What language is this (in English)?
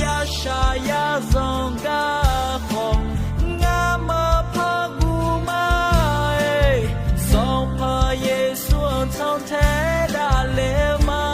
Akha